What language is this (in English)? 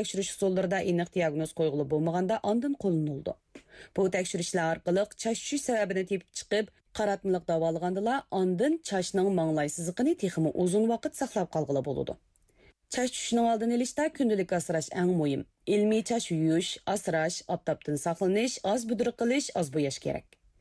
Uyghur